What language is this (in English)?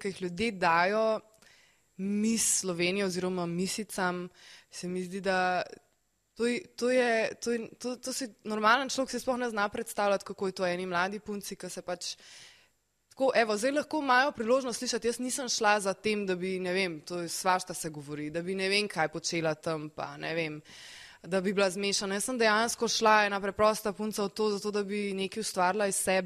Slovenian